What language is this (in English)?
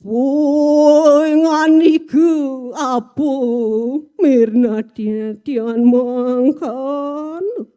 Balinese